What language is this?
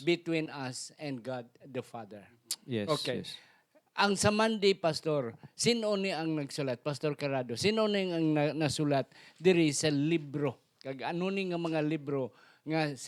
Hiligaynon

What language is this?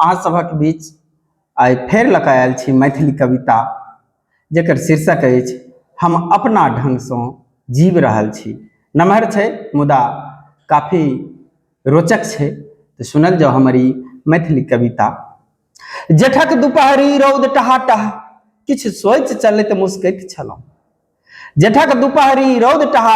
Maithili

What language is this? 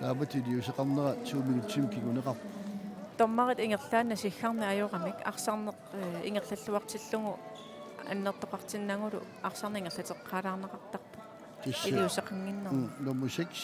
Kalaallisut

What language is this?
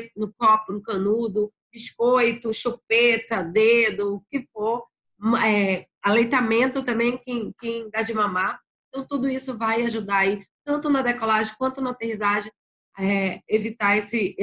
Portuguese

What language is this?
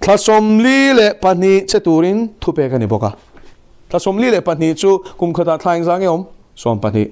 Mizo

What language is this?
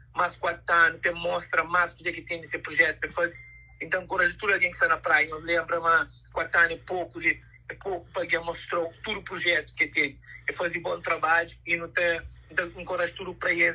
Kabuverdianu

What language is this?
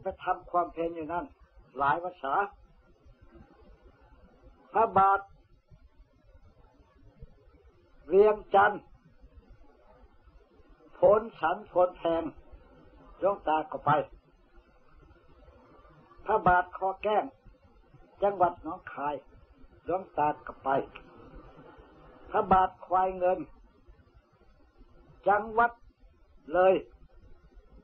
Thai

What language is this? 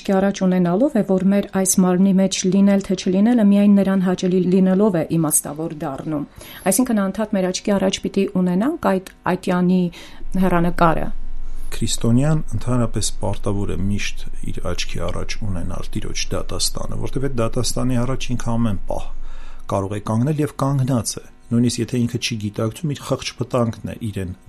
Armenian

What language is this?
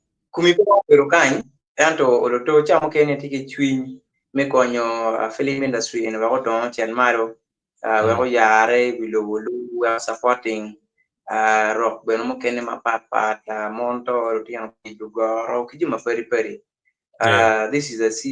Acoli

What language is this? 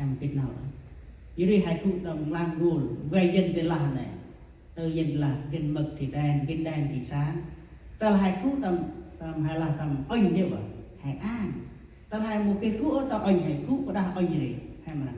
Central Mnong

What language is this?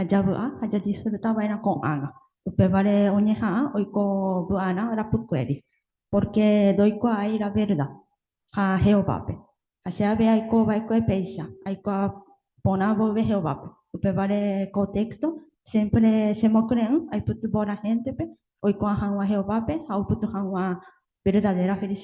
Guarani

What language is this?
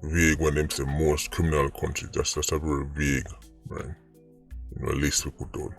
Jamaican Creole English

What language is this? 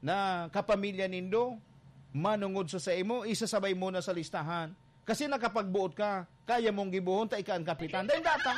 Bikol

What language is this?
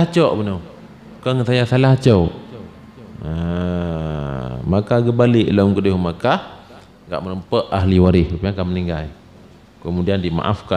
Achinese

